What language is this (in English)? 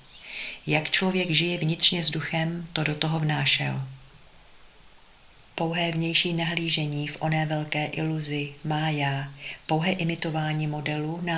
Czech